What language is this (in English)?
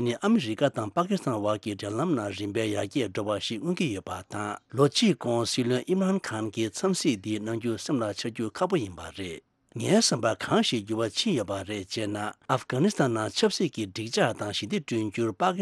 Tibetan